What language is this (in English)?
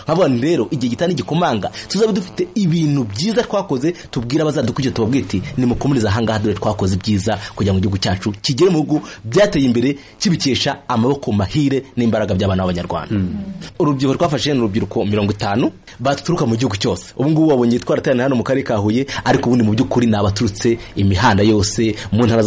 Kinyarwanda